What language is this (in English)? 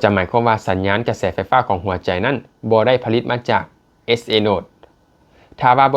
Lao